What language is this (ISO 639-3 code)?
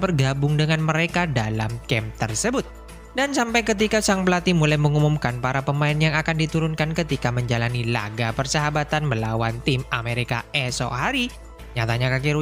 ind